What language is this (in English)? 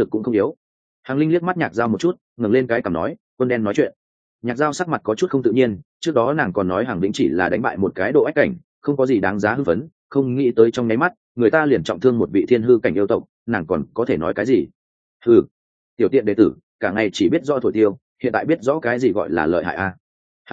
Vietnamese